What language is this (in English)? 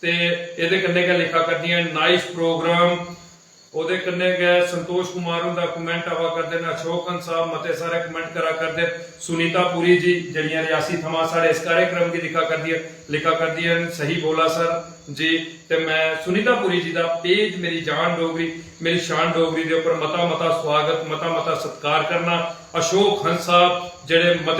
Dogri